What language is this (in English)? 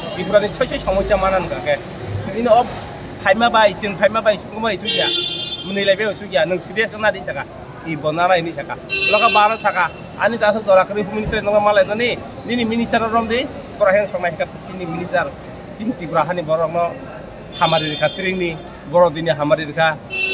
Kok Borok